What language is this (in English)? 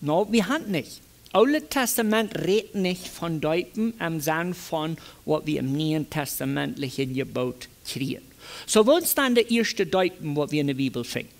Plautdietsch